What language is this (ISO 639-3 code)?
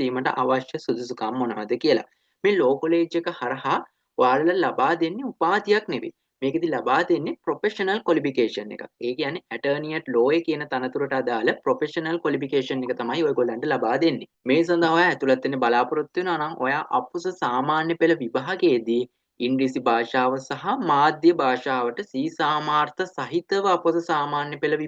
sin